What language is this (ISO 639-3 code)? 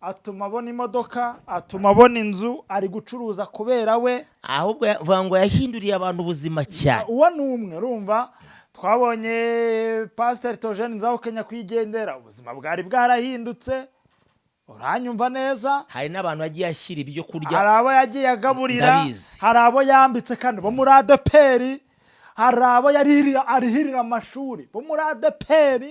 kin